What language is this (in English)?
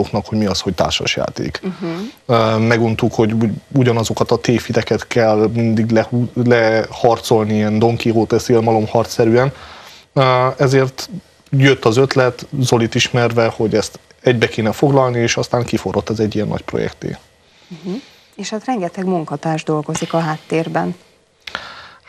Hungarian